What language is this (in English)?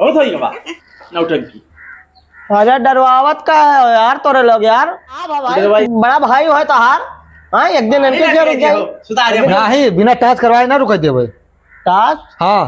Awadhi